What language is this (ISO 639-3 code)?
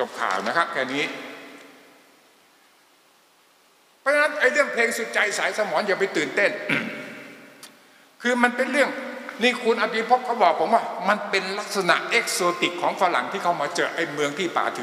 tha